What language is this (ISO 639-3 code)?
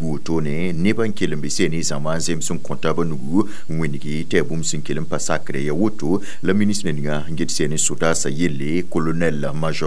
mos